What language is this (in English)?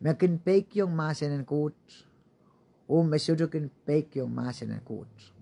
Pohnpeian